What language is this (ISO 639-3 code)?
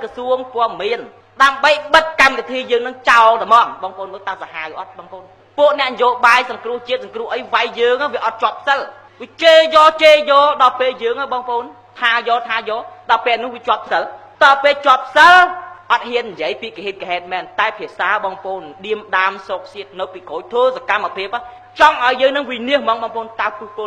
khm